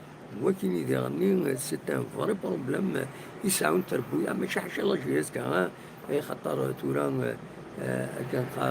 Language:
Kabyle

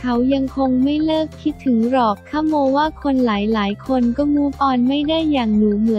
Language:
Thai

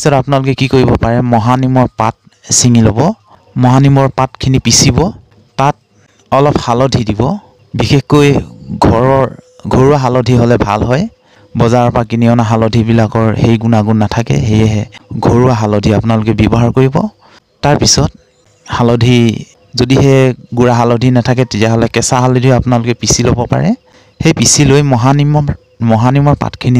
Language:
Assamese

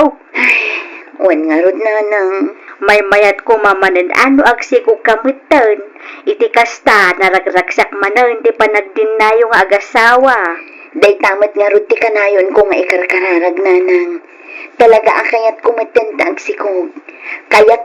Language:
Iloko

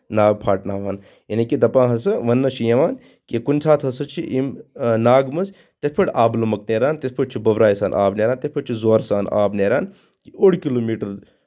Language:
Kashmiri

